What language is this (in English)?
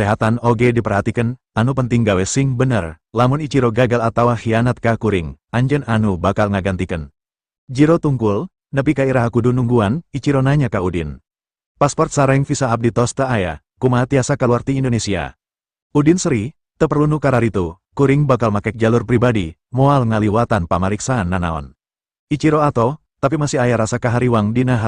Sundanese